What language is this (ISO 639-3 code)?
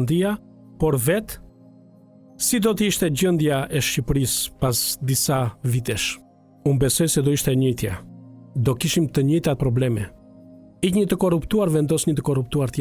sqi